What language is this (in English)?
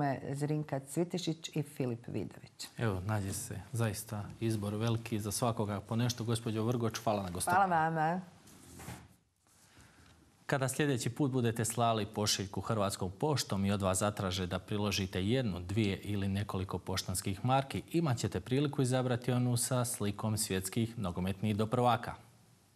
Croatian